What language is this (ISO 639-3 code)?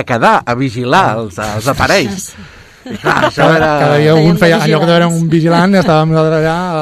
cat